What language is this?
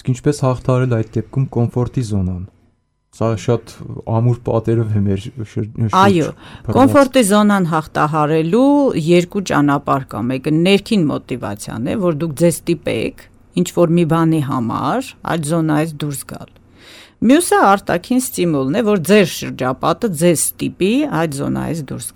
Armenian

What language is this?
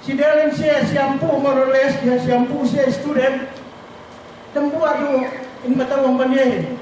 Yakan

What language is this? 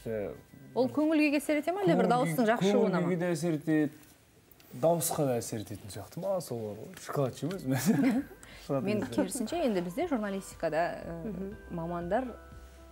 Kazakh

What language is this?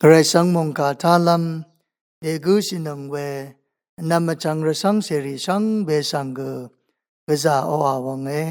Rawang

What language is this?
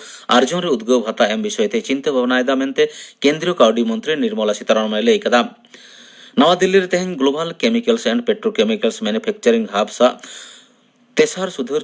Santali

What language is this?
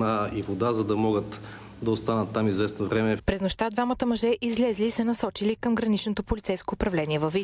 Bulgarian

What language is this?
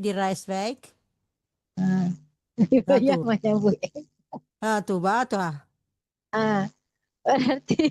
Minangkabau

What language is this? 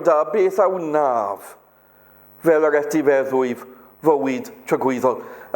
Welsh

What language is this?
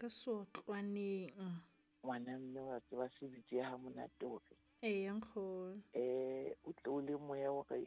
Southern Sotho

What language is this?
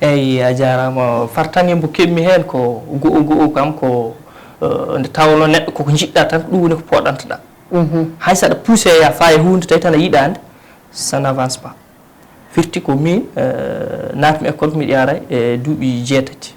Fula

